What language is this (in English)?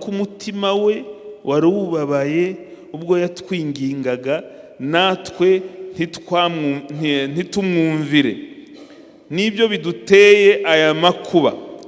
Kinyarwanda